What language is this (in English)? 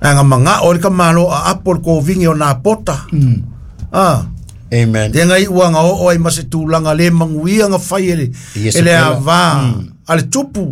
Samoan